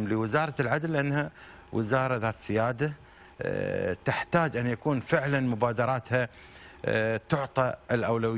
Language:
Arabic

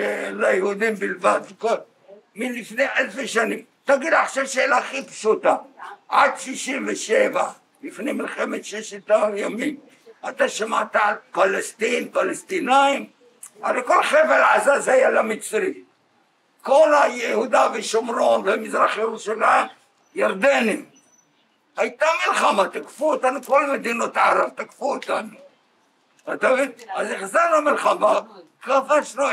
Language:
Hebrew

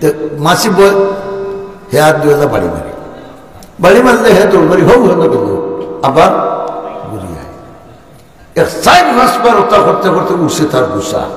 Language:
Sylheti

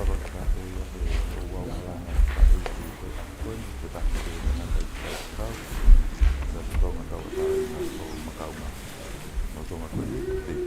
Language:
Tongan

